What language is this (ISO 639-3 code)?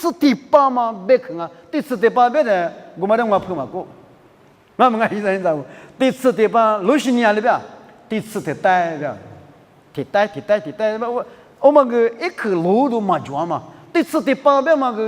lis